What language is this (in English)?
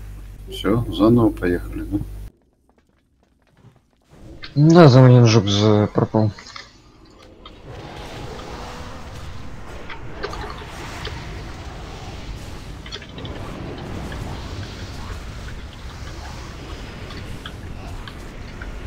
Russian